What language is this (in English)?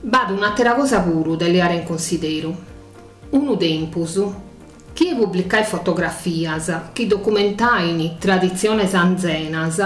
Sardinian